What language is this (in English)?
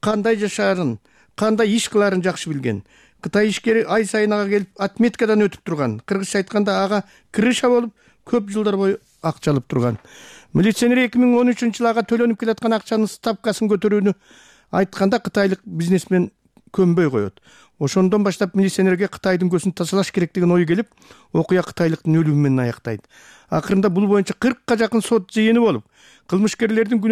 Kyrgyz